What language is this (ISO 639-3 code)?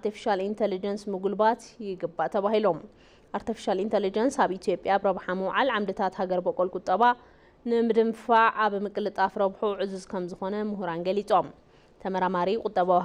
tir